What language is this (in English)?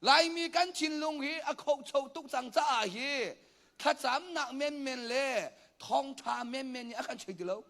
Hakha Chin